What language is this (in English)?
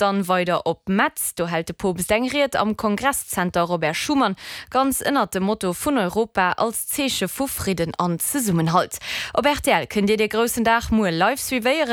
Luxembourgish